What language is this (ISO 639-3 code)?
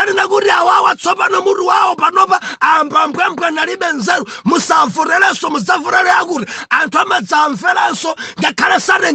nya